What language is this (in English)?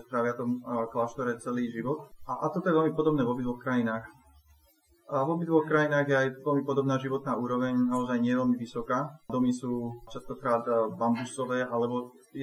Slovak